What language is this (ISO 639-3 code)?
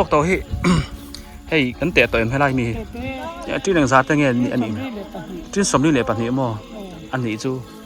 biu